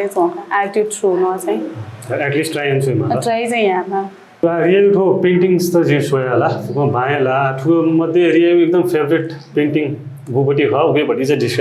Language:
Newari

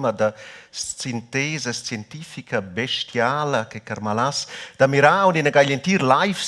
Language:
Romansh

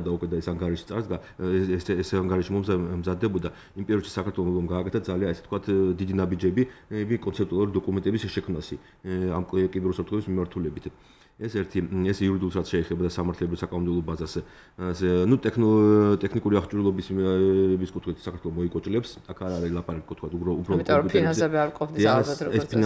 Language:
Georgian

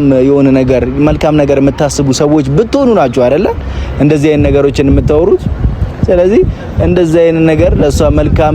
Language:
Amharic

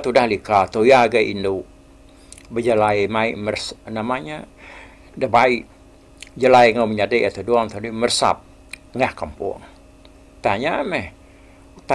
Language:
Iban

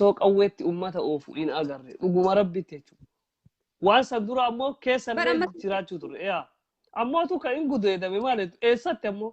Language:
Oromo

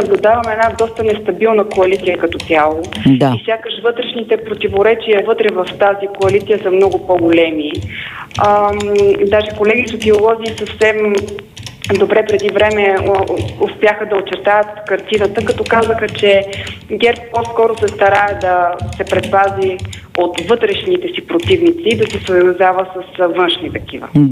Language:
Bulgarian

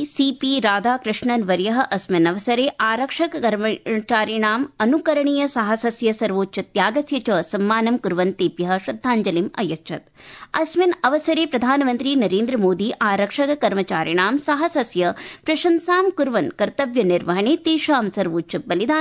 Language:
Sanskrit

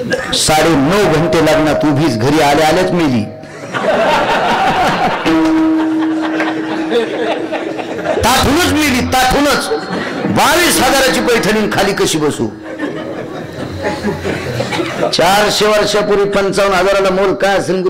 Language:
Marathi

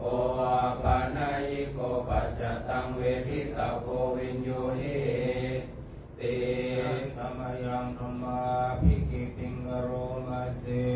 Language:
Pali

